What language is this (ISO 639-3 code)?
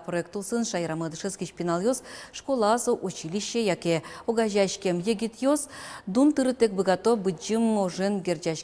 udm